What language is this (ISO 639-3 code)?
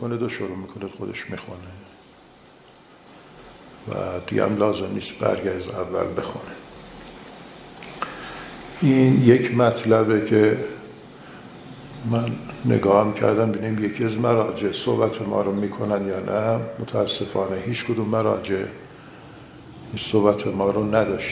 fas